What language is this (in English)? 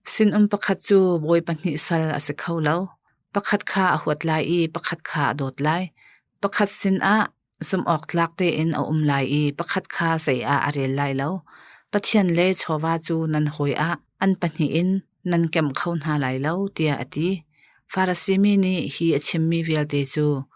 Hakha Chin